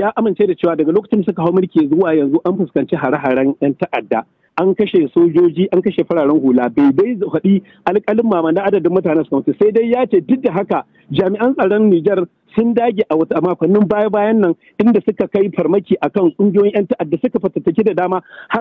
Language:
Hausa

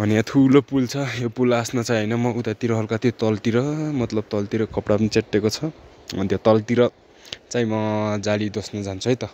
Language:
Nepali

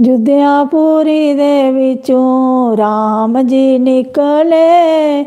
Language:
Dogri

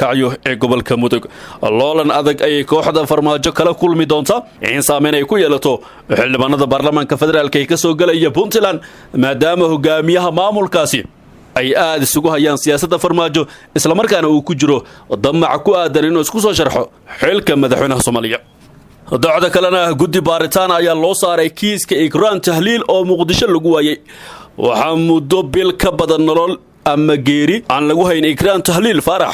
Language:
Somali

